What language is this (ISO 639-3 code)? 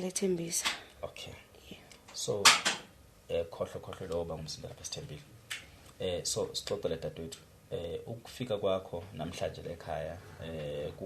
zul